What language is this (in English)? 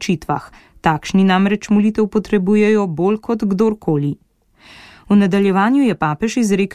Slovenian